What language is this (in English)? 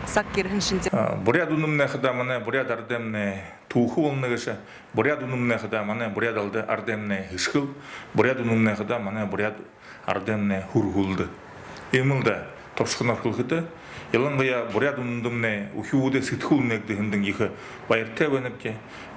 Buriat